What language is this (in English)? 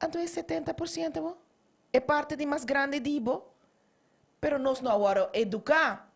Papiamento